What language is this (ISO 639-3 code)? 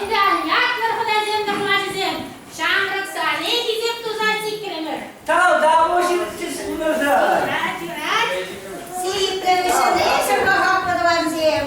chv